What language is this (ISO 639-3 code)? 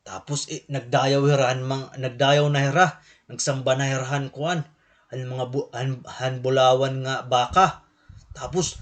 war